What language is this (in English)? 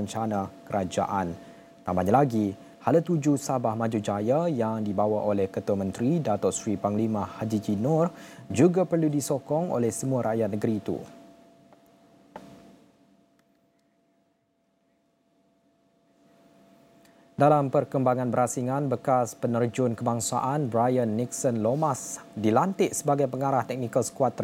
Malay